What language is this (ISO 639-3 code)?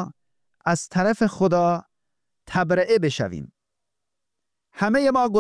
fas